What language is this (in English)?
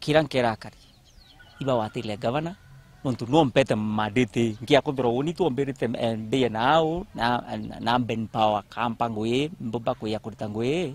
Meru